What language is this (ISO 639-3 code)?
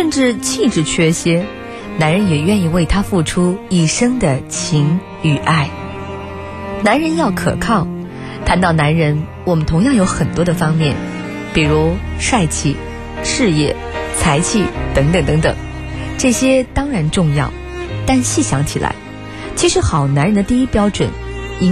zho